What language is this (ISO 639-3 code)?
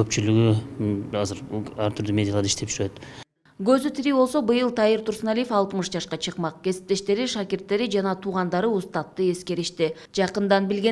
kir